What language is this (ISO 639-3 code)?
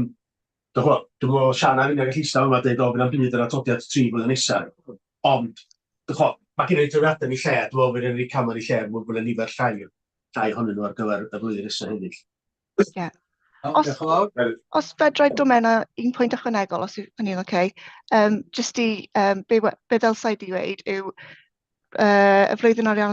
cym